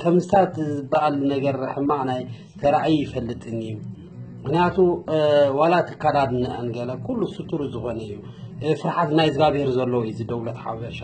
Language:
Tigrinya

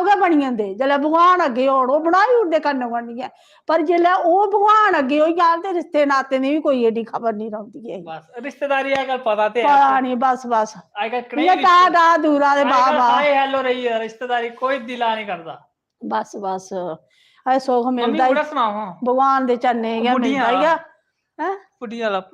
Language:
Dogri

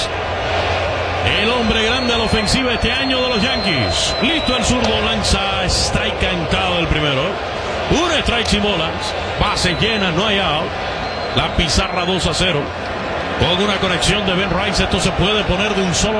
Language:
Spanish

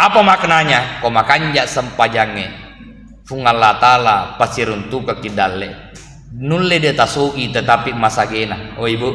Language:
Buginese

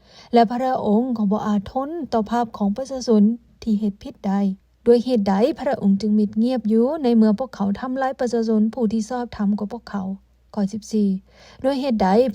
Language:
Lao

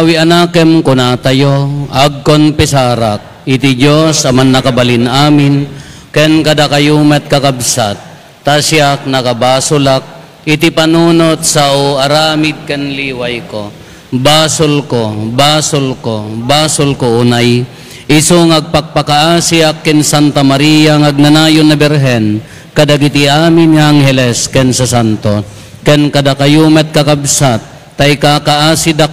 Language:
Iloko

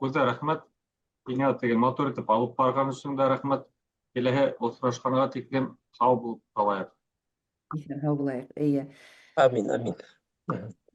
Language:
Bashkir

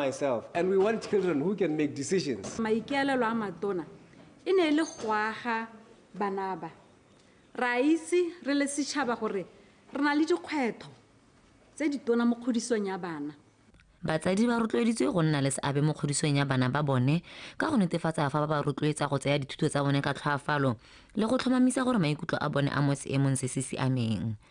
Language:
Tswana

